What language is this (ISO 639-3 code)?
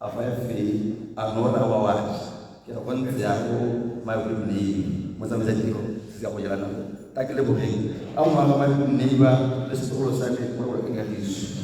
tsn